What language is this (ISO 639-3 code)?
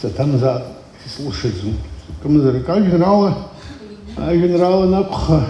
abk